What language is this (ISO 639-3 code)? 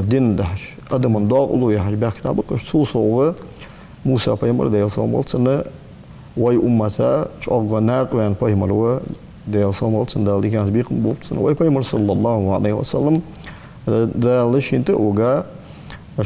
inh